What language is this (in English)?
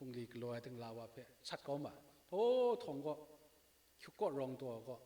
Kachin